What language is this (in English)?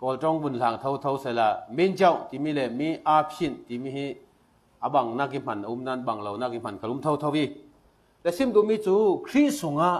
Falam Chin